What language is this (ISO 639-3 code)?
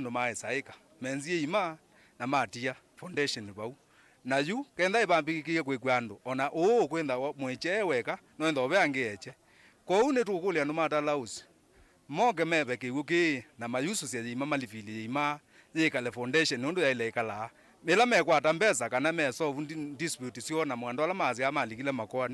kam